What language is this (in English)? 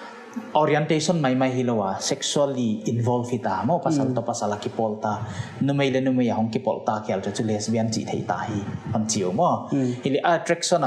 Paite Chin